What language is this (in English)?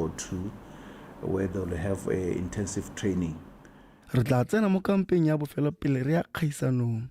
Tswana